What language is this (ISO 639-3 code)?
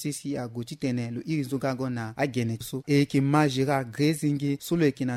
sag